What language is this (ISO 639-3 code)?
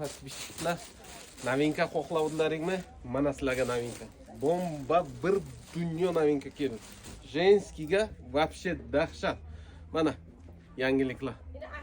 uzb